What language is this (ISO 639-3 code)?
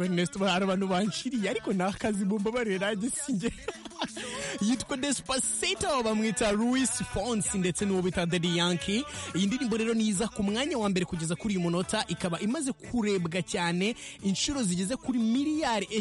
kin